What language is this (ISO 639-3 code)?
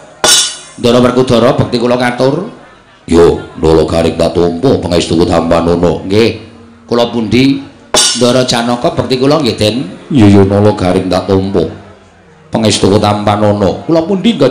jav